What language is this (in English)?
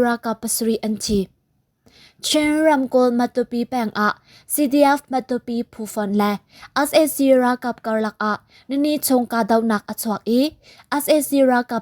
Hakha Chin